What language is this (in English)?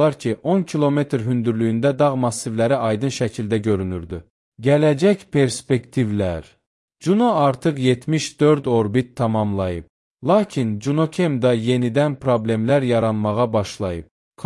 Azerbaijani